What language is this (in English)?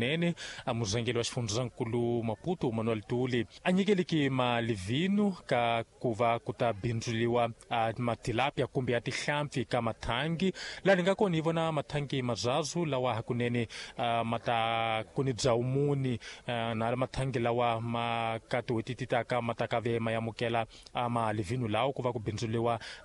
Tsonga